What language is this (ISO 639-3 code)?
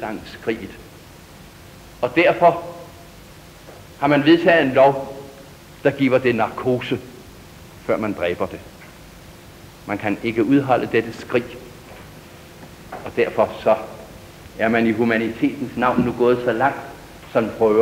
dan